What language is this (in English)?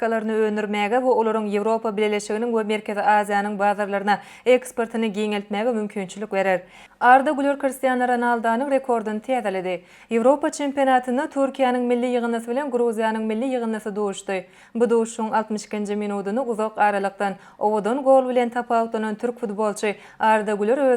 Turkmen